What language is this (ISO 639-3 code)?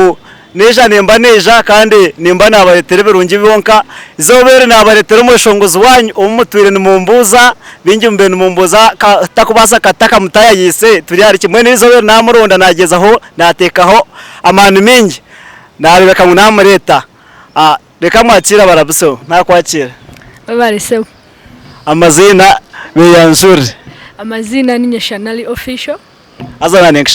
nyn